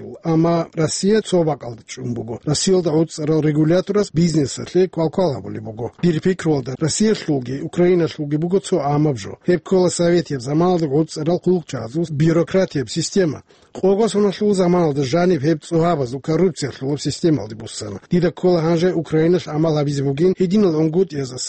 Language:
Avaric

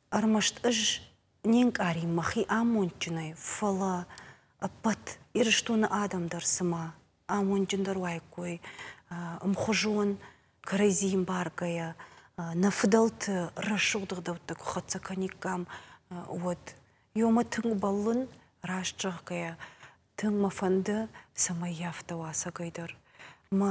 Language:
Ossetic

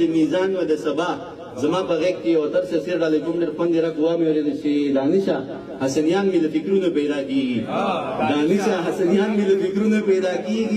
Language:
Pashto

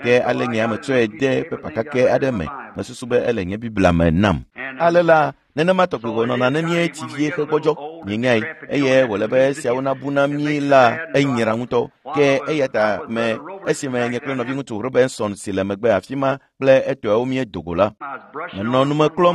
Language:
Ewe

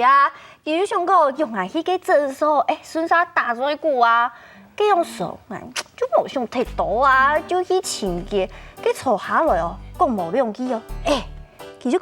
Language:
Hakka Chinese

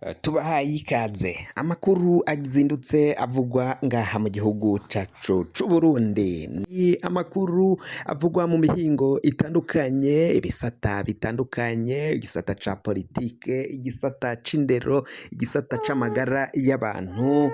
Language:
Rundi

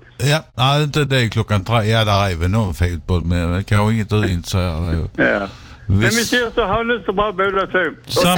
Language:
Swedish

